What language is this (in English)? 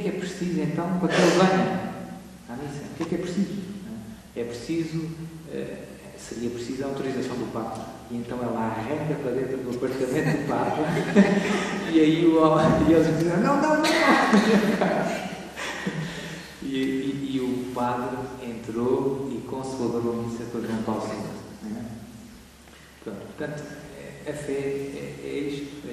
Portuguese